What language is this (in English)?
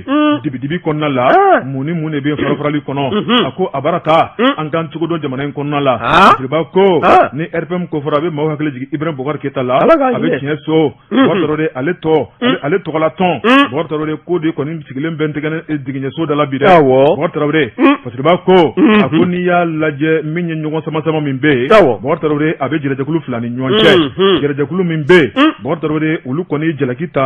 Bambara